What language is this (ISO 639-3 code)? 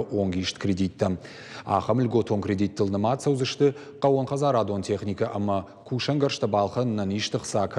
oss